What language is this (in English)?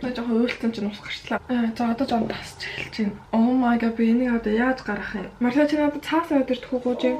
Mongolian